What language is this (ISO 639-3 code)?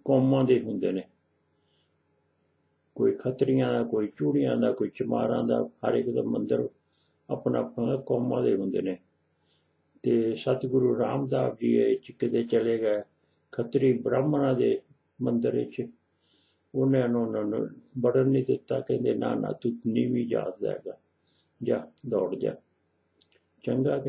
pan